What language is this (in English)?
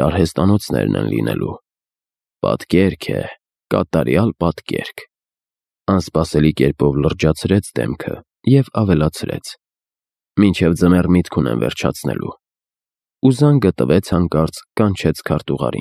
Armenian